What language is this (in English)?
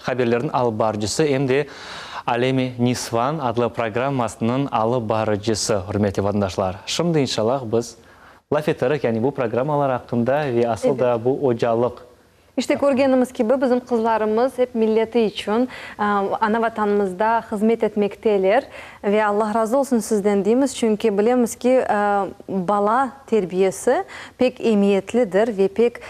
Crimean Tatar